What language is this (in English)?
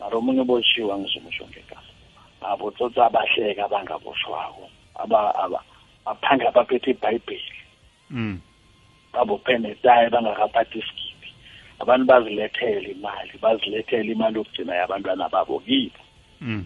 South Ndebele